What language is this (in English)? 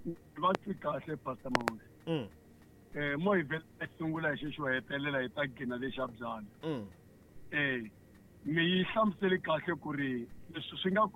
Tsonga